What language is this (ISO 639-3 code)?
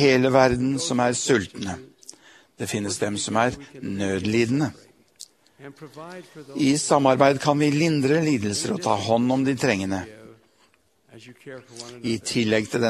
nor